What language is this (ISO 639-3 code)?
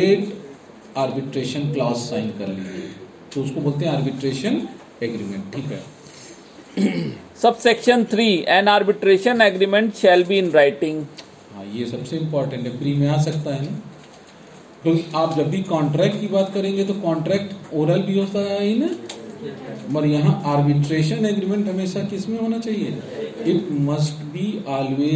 hin